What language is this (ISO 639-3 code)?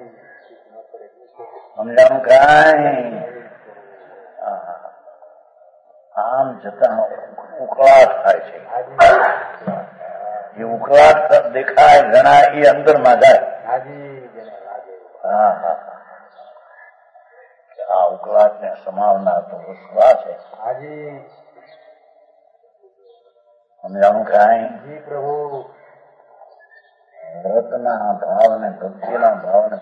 guj